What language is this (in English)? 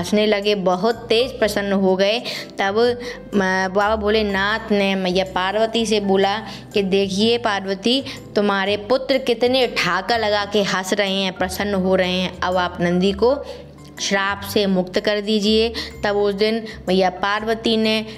Hindi